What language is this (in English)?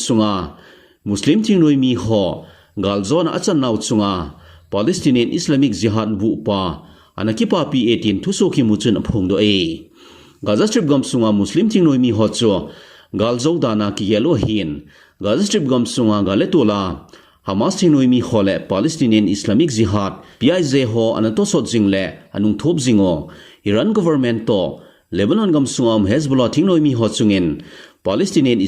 Thado Chin